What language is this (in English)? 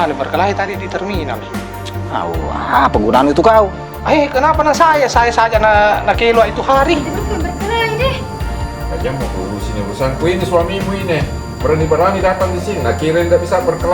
Makassar Malay